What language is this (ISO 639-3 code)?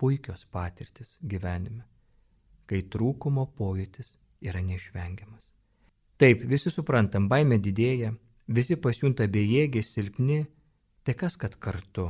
lit